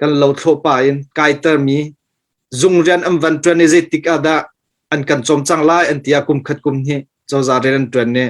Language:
Hakha Chin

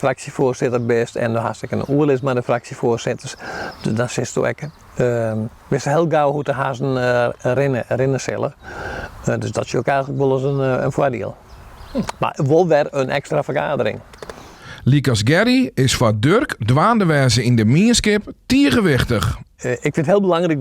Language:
Western Frisian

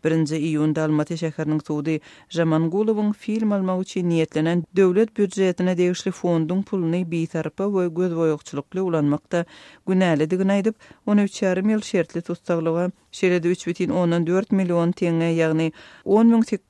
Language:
Turkmen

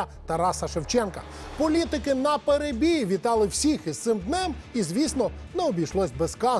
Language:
Ukrainian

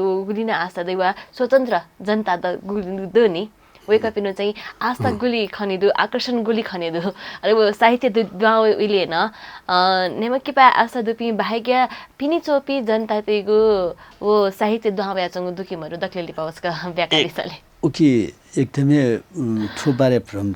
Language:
Newari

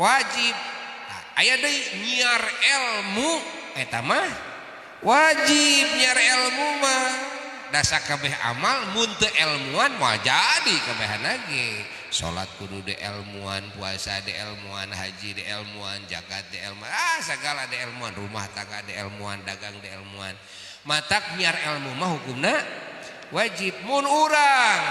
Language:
Sundanese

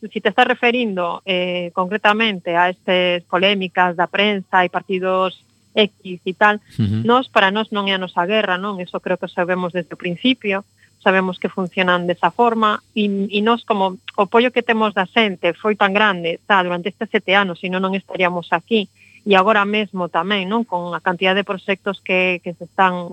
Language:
Galician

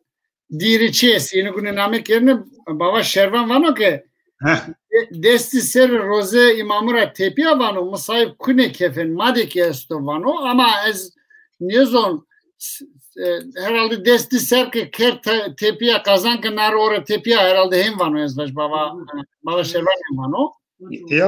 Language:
Zaza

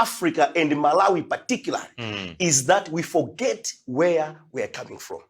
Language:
Nyanja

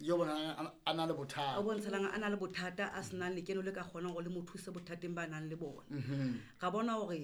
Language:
Southern Sotho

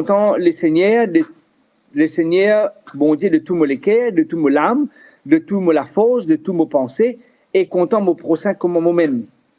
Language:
Morisyen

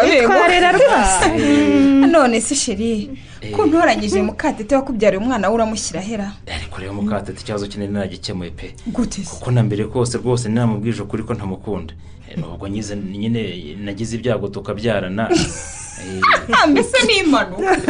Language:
Kinyarwanda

